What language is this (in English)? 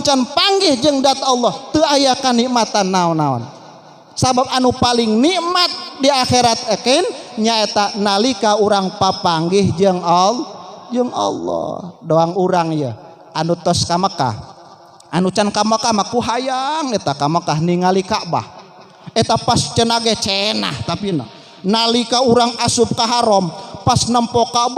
Sundanese